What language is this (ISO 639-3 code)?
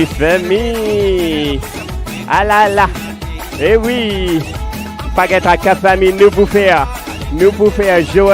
mfe